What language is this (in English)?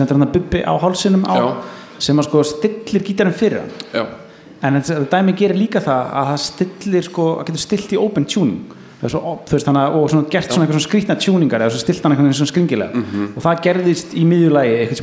Icelandic